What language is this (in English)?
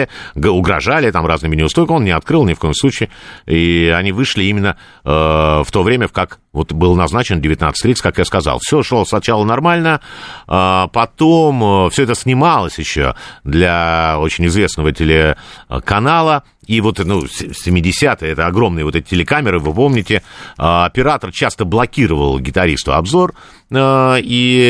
Russian